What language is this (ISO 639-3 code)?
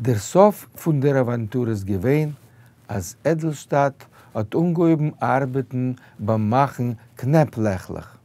yid